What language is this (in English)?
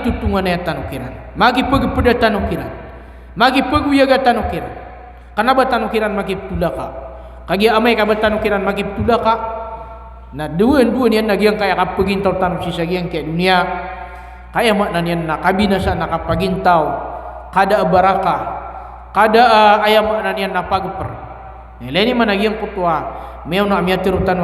Maranao